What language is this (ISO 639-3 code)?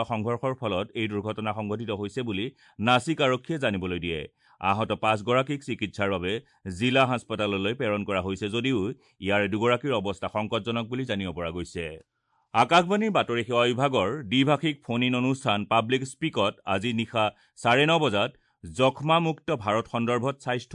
asm